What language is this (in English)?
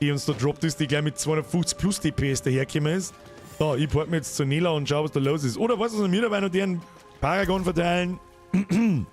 Bavarian